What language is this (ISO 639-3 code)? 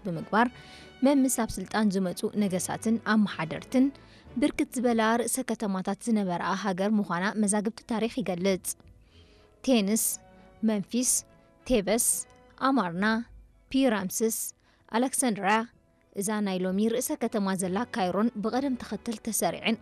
tir